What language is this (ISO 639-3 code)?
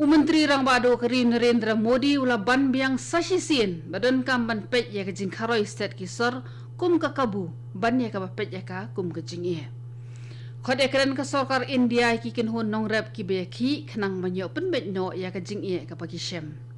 kha